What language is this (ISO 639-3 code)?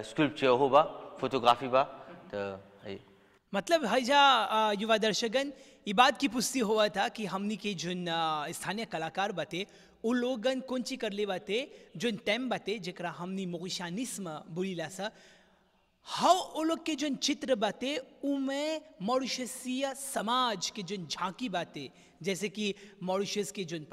bho